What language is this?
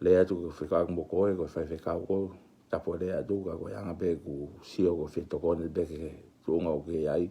Tongan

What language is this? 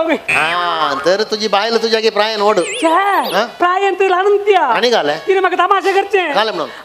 Konkani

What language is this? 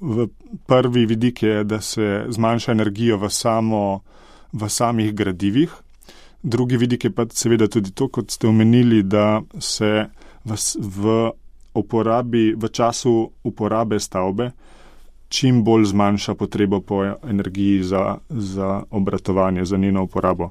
Slovenian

